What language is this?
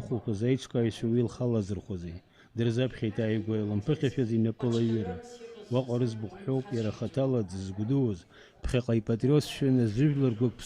Abkhazian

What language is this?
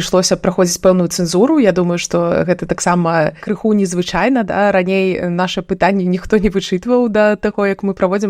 Belarusian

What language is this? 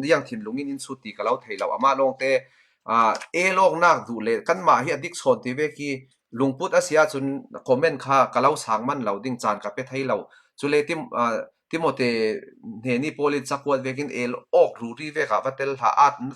Falam Chin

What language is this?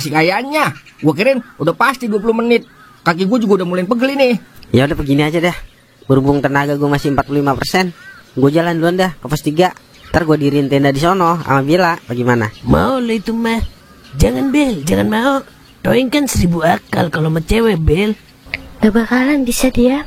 Betawi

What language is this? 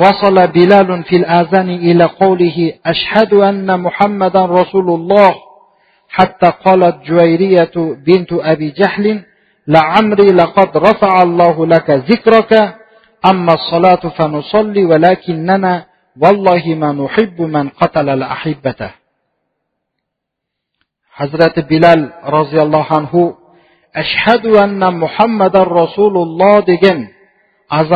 Kazakh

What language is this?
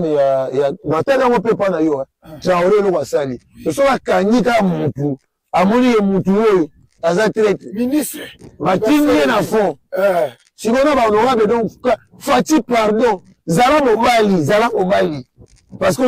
Lingala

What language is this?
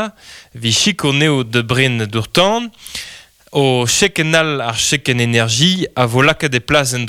Breton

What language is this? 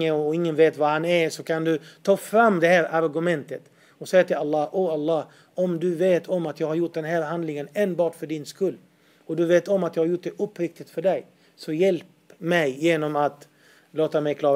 Swedish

